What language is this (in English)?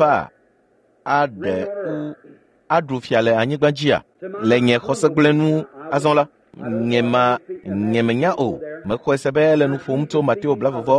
Ewe